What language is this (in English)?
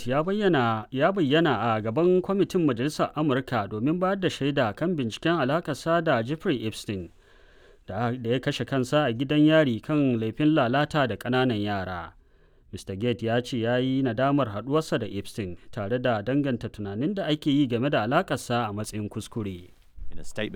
Hausa